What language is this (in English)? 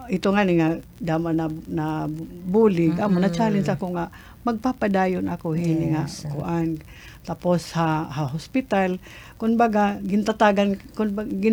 Waray